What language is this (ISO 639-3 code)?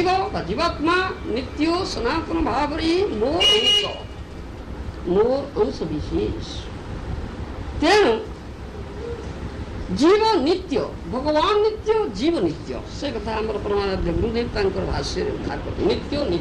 ori